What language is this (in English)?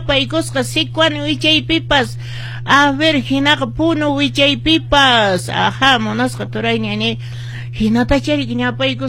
Quechua